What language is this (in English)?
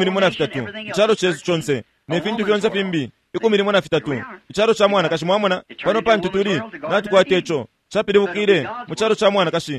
Bemba